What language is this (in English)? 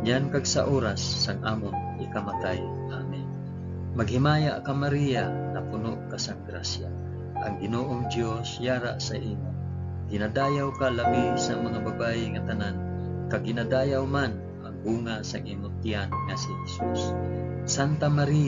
Hiligaynon